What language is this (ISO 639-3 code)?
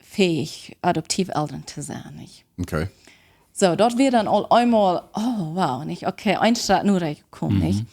pdt